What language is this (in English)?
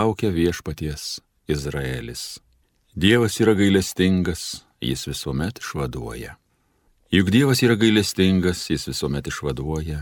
Lithuanian